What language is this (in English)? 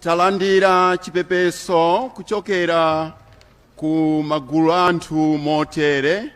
Nyanja